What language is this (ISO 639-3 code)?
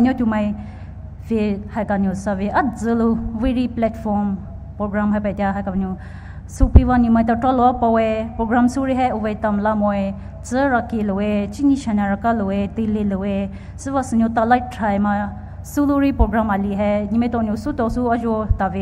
pmx